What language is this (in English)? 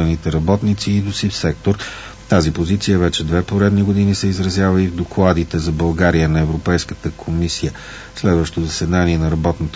Bulgarian